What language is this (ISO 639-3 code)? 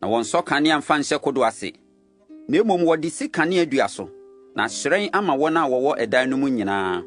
aka